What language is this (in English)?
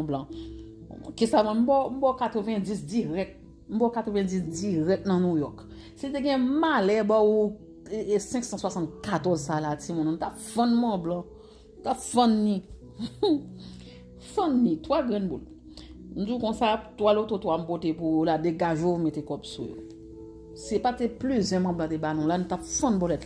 Haitian Creole